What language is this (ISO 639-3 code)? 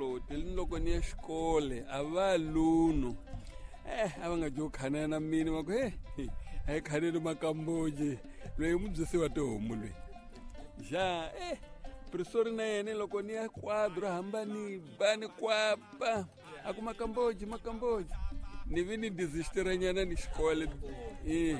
tso